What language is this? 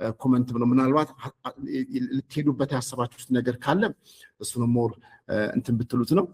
Amharic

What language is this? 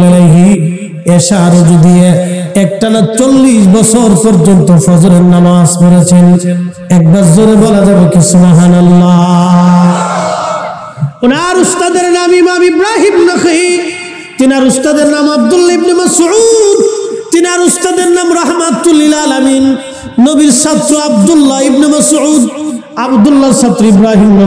Bangla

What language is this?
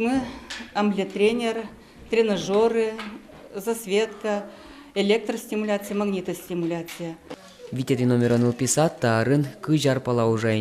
Udmurt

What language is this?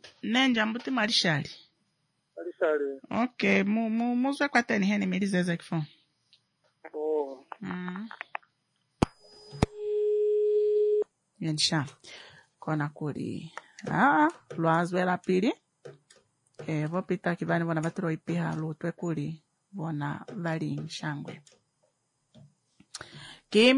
Swahili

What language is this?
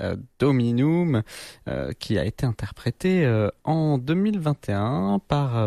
French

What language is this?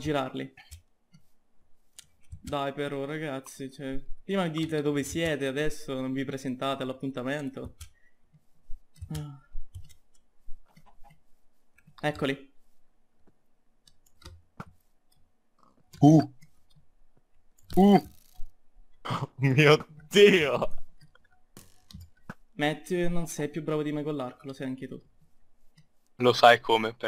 Italian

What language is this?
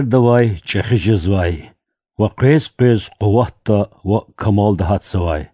Lezghian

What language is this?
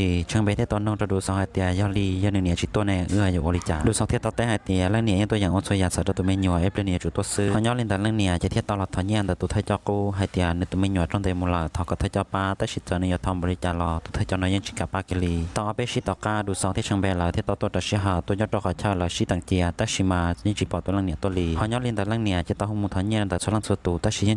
Hmong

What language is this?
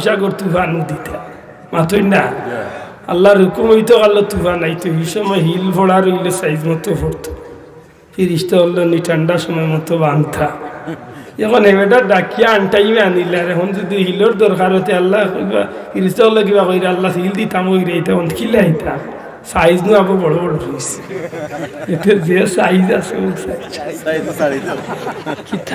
Sylheti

